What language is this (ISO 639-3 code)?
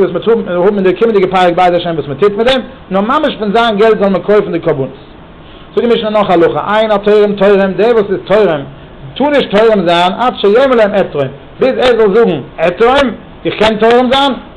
yid